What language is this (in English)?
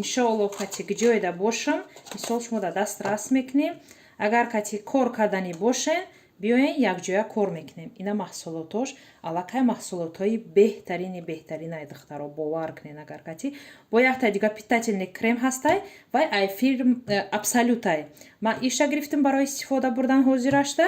Tajik